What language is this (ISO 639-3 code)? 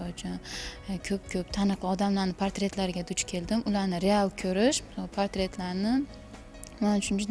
kaa